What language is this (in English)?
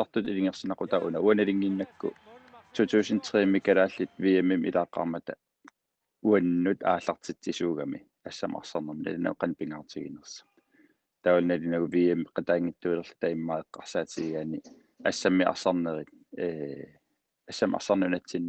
Kalaallisut